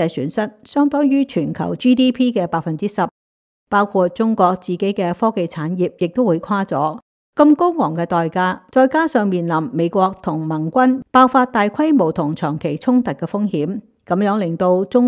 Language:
Cantonese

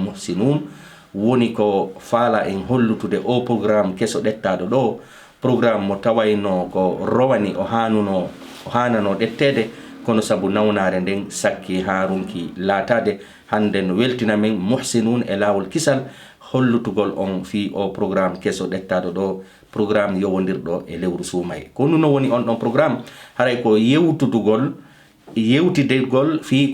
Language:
Fula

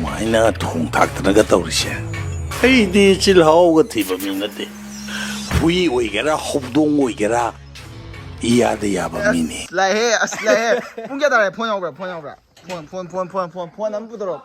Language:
Manipuri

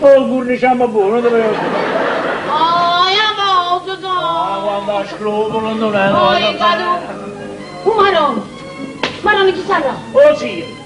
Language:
Neapolitan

